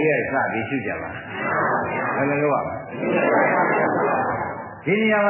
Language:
Burmese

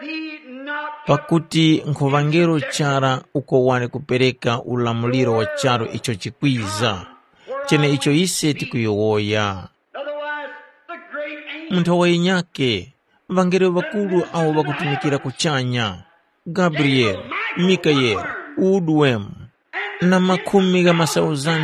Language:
Tumbuka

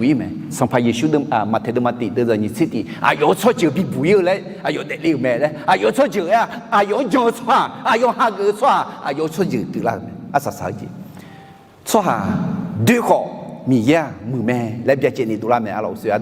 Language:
Akha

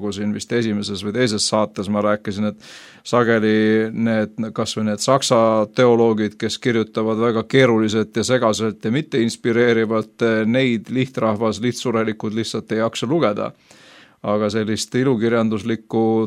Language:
Estonian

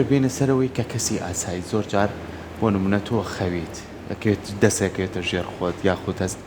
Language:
Central Kurdish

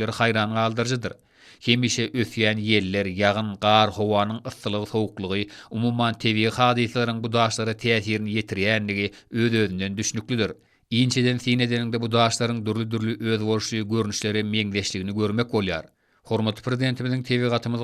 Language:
Turkmen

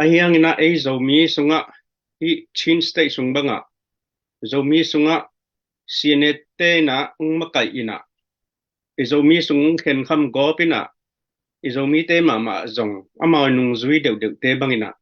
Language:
Tedim Chin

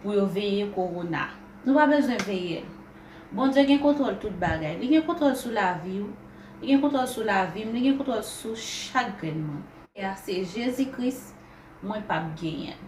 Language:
Haitian Creole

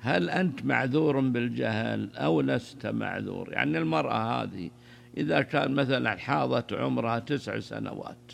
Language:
Najdi Arabic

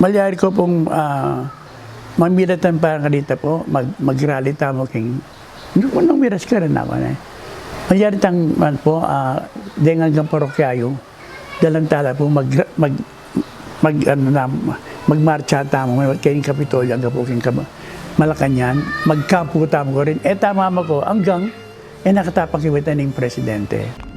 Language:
Pampanga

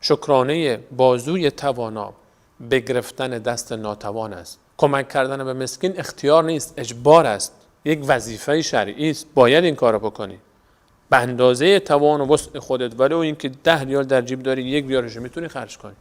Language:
Persian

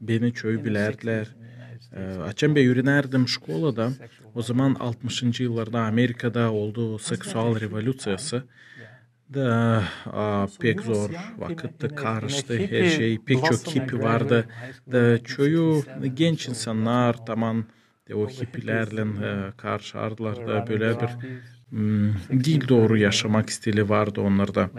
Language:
Gagauz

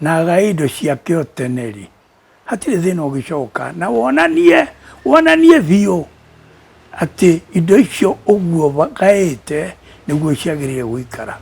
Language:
Kikuyu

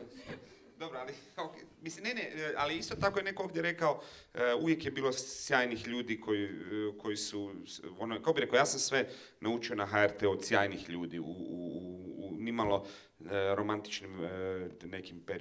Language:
Croatian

